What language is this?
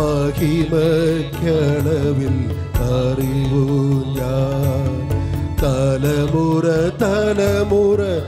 Malayalam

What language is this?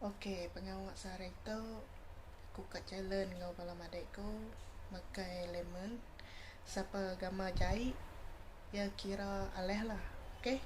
Iban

